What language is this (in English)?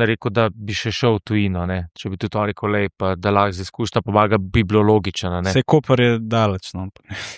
Slovenian